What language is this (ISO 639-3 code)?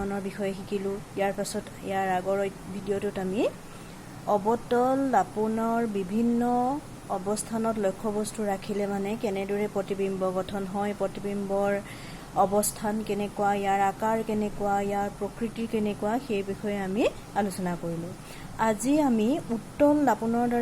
asm